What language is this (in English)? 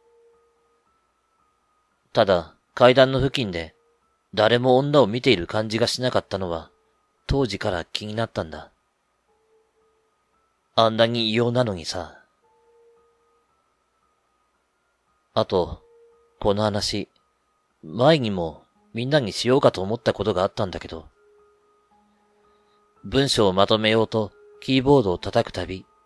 Japanese